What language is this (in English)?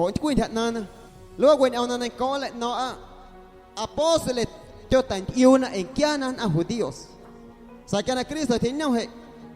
Guerrero Amuzgo